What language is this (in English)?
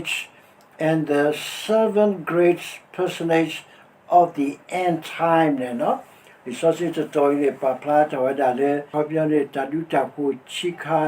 S'gaw Karen